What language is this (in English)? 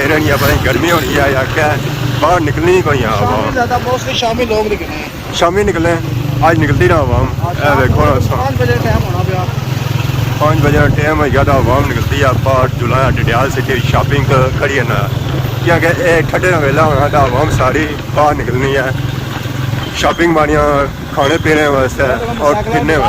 Pahari-Potwari